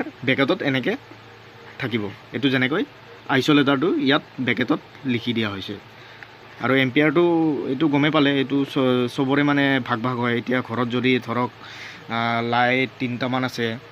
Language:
Assamese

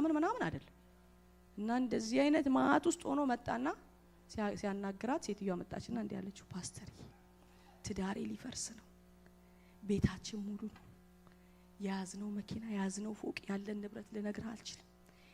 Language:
Amharic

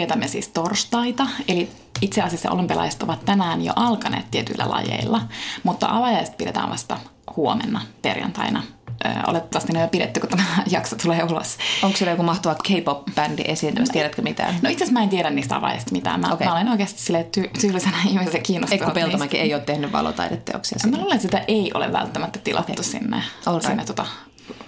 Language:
Finnish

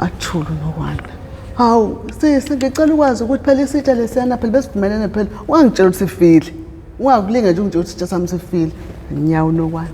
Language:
Zulu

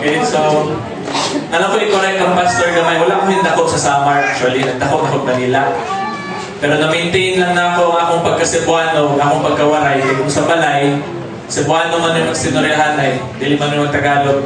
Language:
Cebuano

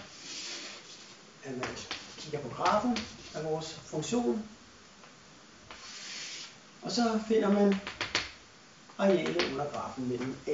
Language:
Danish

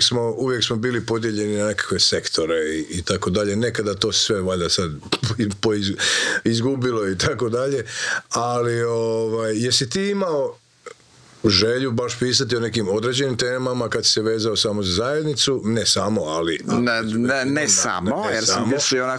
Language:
Croatian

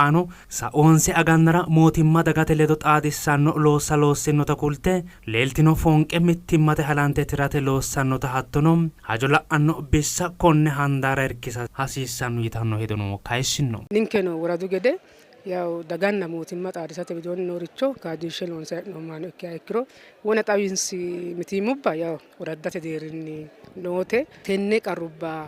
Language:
Sidamo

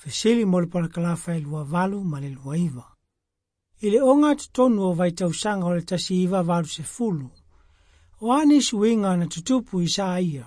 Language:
Samoan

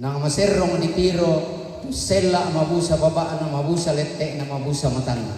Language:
Toraja-Sa'dan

